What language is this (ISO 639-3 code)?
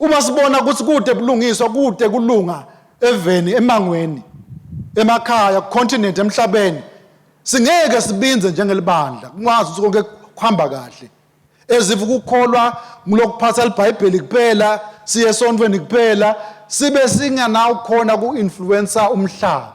ssw